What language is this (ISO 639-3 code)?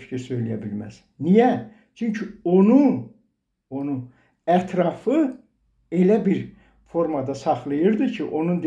aze